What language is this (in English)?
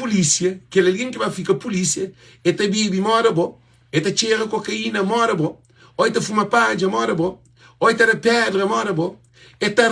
Kabuverdianu